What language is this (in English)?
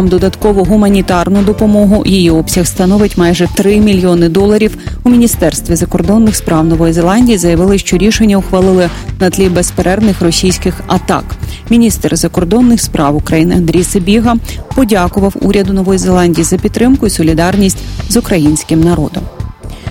Ukrainian